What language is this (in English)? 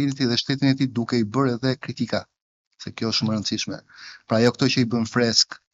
Albanian